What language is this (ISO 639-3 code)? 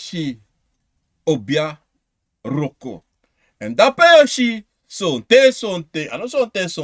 srn